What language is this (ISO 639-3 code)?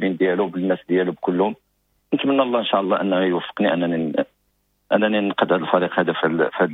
ary